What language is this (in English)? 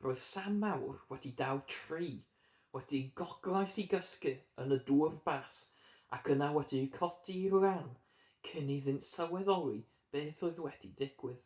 Welsh